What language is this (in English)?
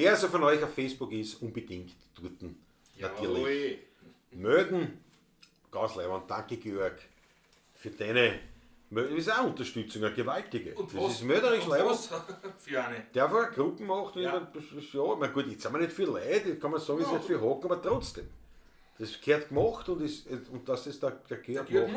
Bavarian